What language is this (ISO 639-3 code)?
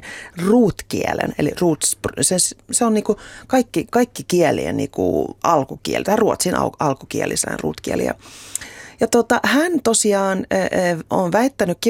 fin